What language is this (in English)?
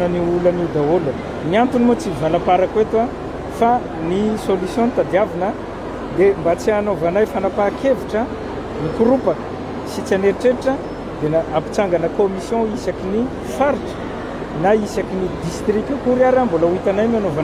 Malagasy